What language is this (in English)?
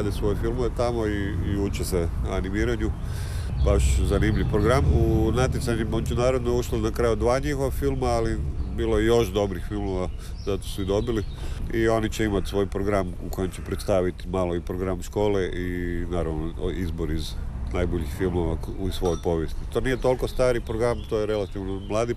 Croatian